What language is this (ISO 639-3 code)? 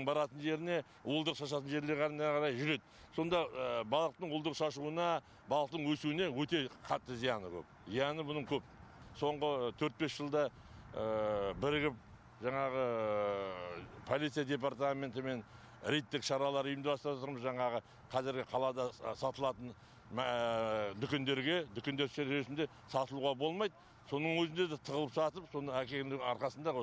kaz